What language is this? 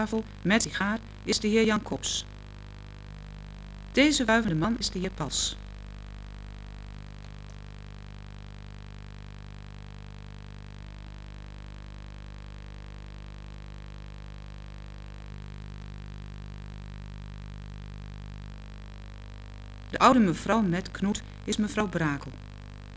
Dutch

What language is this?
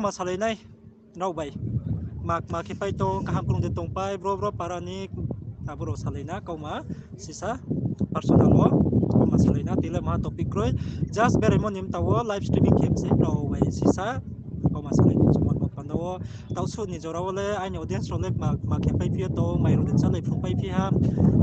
Riang (India)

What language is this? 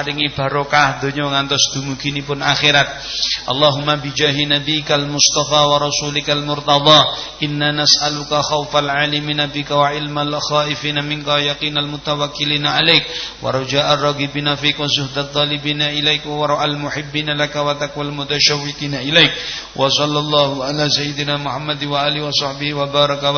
Javanese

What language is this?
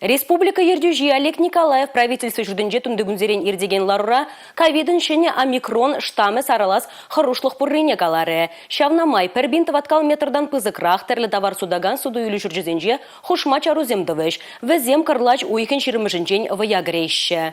Chuvash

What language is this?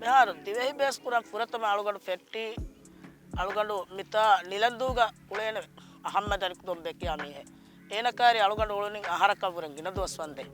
Divehi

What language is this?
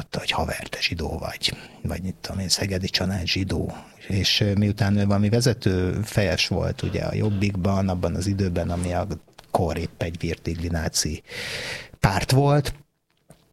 Hungarian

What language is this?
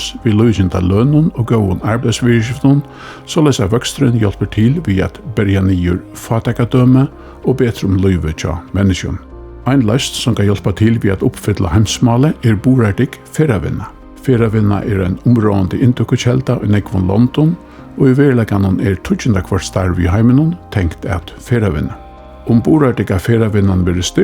Faroese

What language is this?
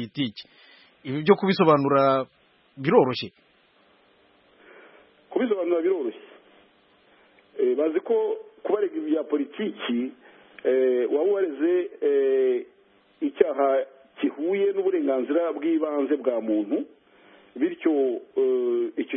Kinyarwanda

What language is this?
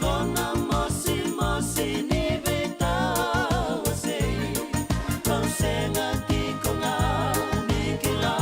Fijian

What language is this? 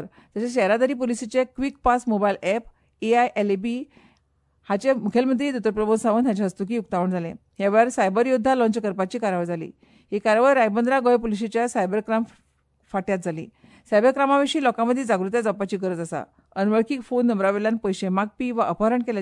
Konkani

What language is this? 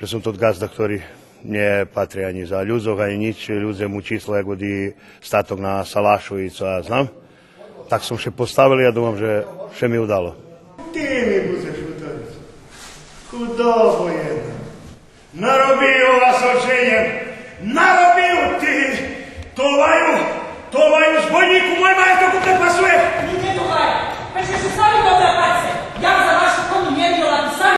Rusyn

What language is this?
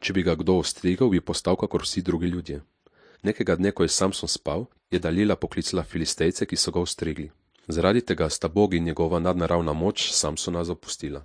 Slovenian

